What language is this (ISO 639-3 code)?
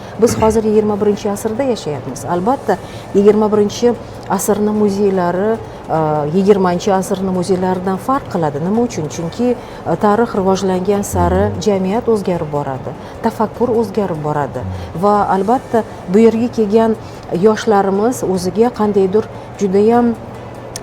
uzb